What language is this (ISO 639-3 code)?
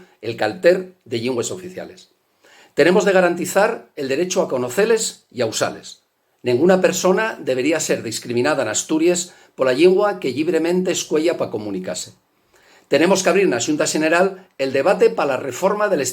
ast